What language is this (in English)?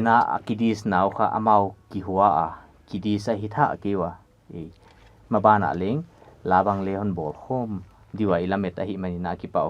Paite Chin